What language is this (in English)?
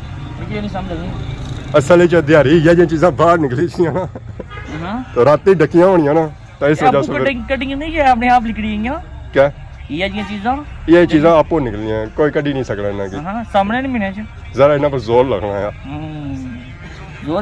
Pahari-Potwari